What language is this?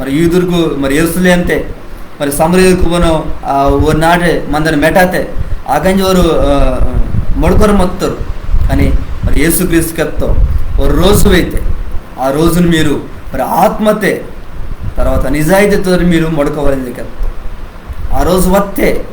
Koya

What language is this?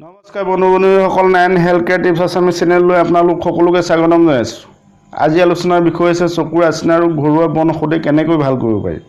Assamese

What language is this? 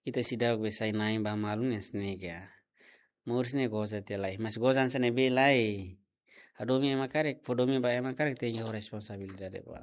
Tetum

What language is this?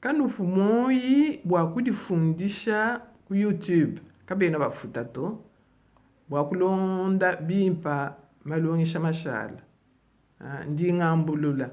Luba-Lulua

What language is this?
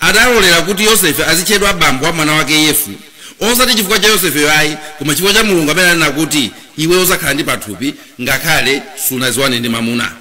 Nyanja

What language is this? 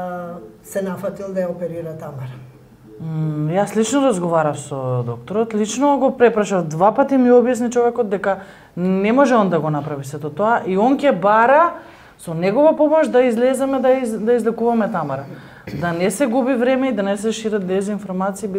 Macedonian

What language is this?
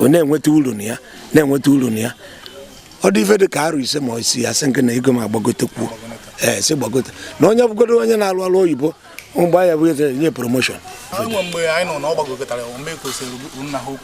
Igbo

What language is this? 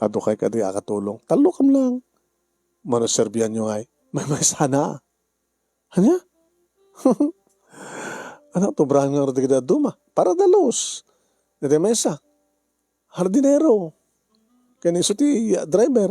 Iloko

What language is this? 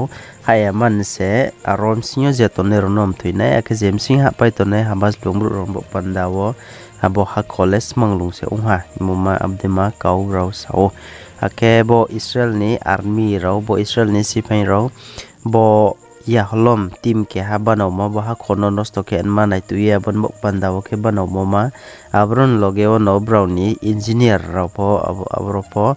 Riang (India)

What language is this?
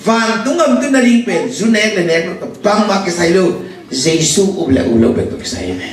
Tedim Chin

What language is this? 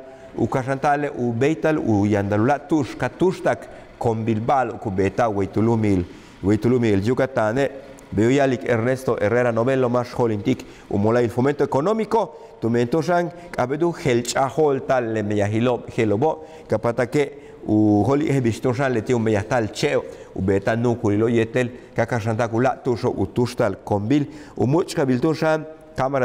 Yucateco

